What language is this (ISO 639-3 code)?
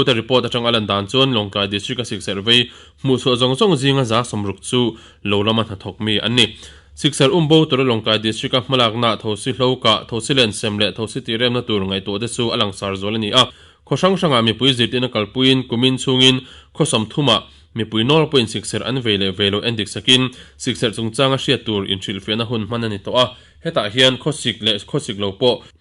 lus